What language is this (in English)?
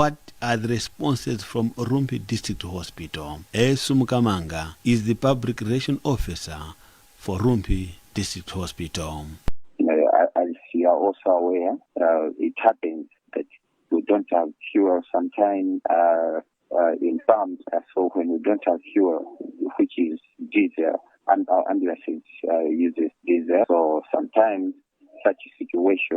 English